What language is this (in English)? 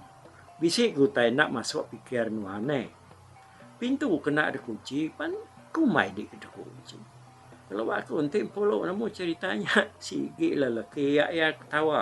Iban